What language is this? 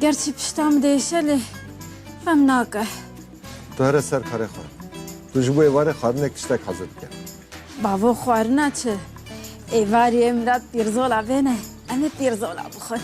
Kurdish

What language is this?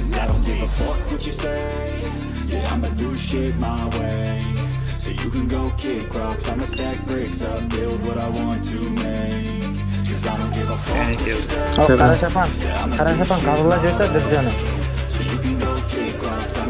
Kara-Kalpak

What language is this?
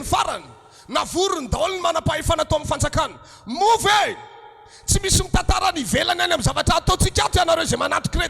Malagasy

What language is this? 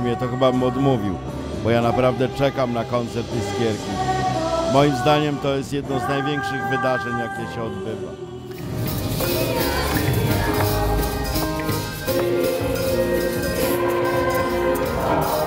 Polish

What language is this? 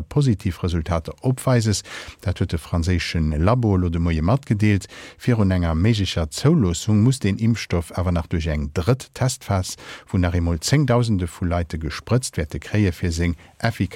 Luxembourgish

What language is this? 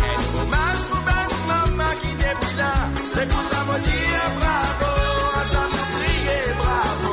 Morisyen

